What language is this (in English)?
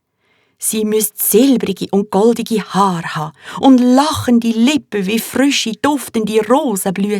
Swiss German